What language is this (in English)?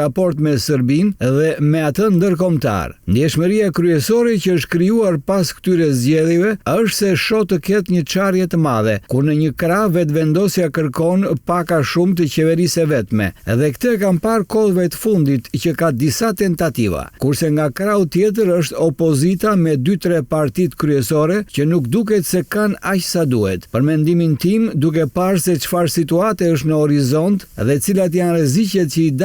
Albanian